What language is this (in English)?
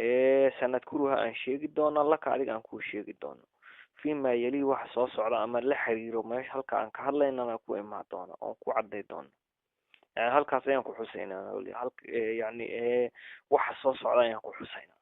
Somali